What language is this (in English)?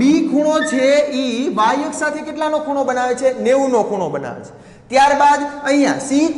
Gujarati